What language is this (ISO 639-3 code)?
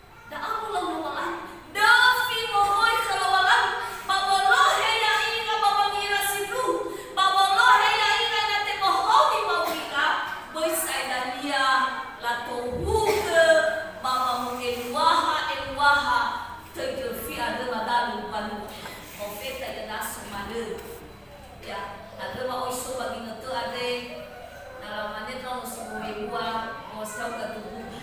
nia